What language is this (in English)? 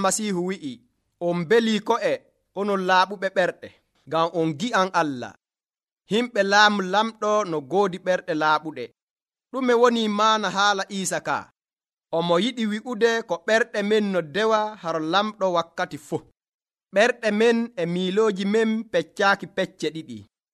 Nigerian Fulfulde